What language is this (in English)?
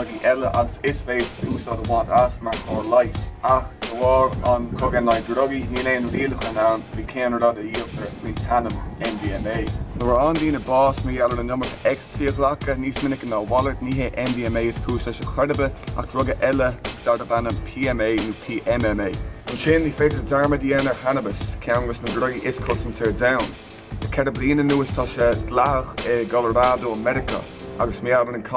Irish